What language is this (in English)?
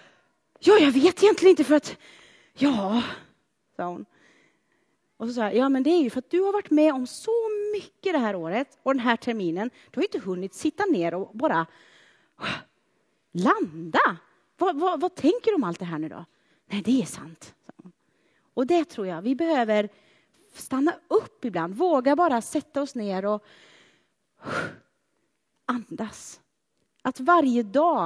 Swedish